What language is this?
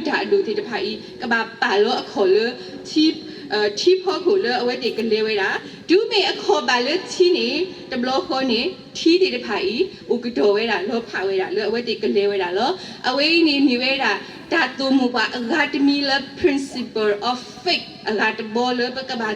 S'gaw Karen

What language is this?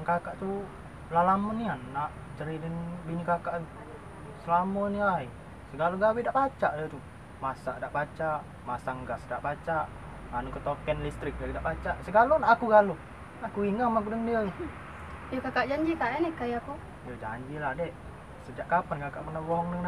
Musi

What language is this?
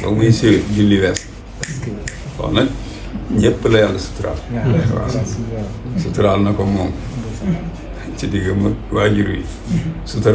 Wolof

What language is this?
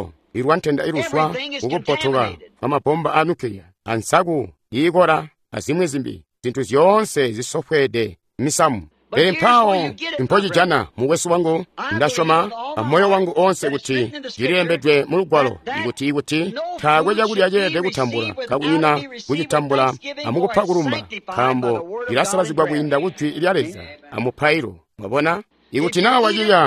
Tonga (Zambia)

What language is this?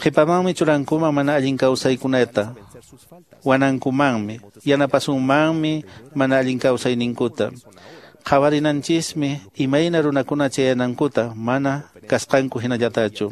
Quechua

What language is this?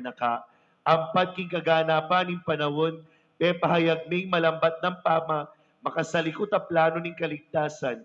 Pampanga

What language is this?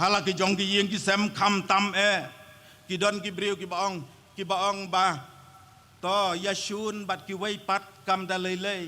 Khasi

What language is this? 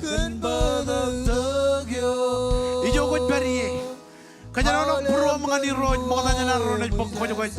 Marshallese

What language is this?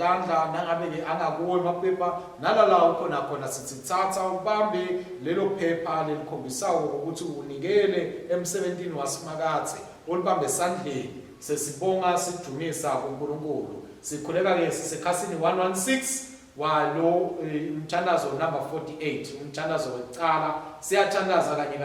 Swati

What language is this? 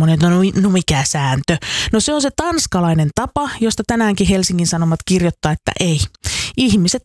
Finnish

